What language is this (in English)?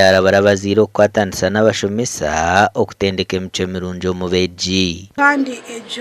Nyankole